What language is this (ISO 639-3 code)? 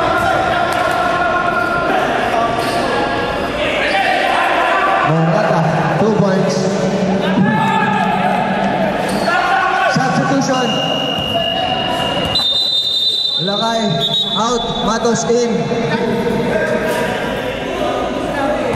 fil